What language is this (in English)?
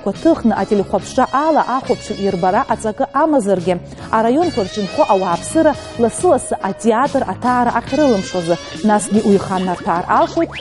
Abkhazian